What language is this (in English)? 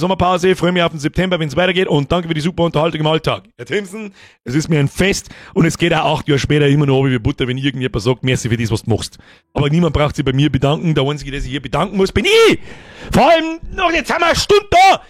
Bavarian